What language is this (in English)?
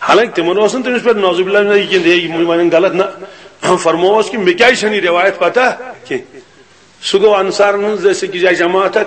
Kashmiri